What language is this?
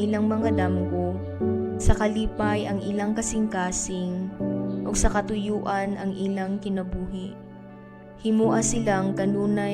Cebuano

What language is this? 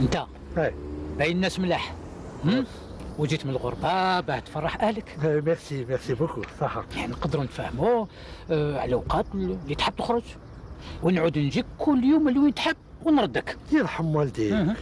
Algerian Arabic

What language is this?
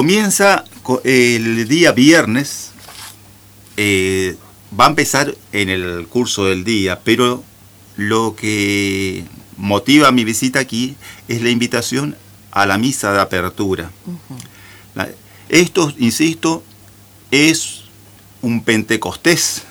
Spanish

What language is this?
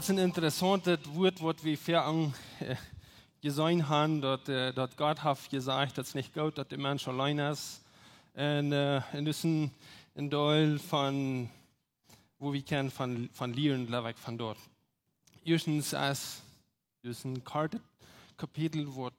Plautdietsch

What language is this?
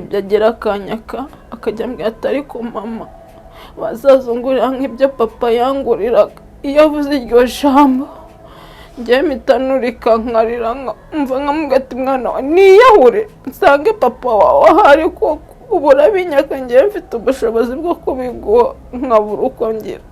Kinyarwanda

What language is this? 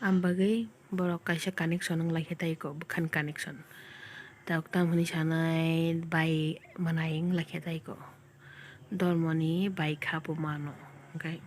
Kok Borok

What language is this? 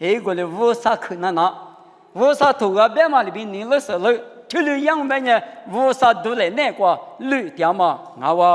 Lisu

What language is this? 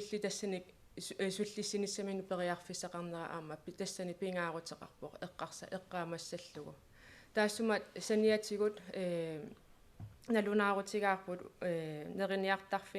Kalaallisut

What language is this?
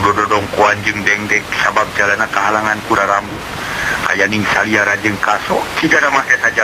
Sundanese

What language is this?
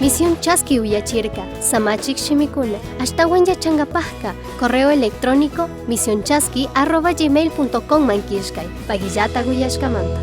Chimborazo Highland Quichua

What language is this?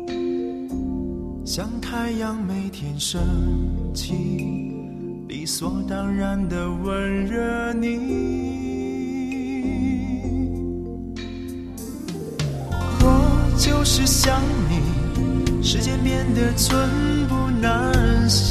Chinese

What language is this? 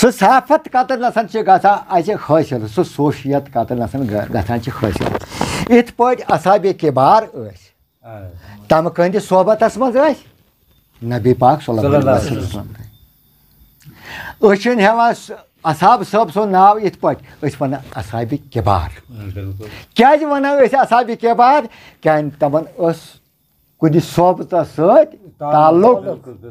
Kashmiri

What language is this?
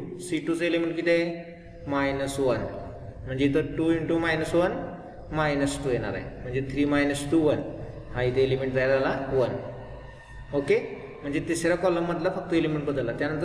Marathi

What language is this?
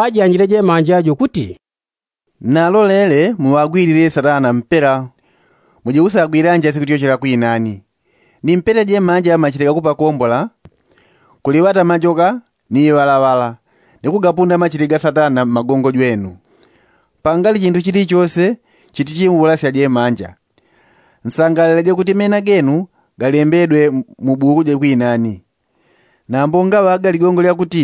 Yao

